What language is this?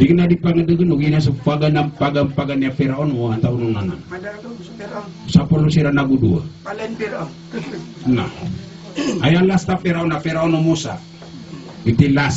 Maranao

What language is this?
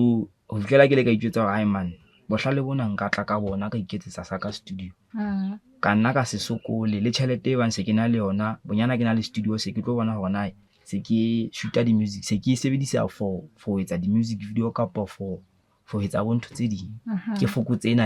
Southern Sotho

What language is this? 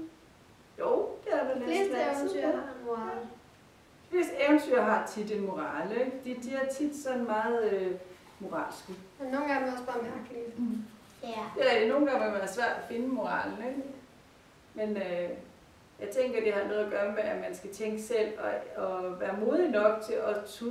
Danish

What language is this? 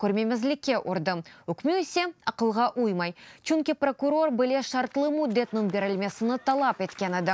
Crimean Tatar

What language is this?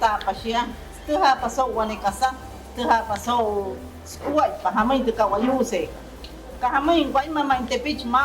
Wayuu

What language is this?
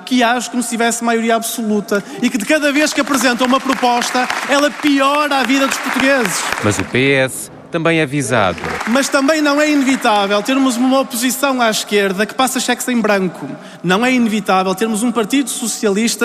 Portuguese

